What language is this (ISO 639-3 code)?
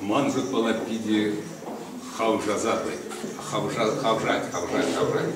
chv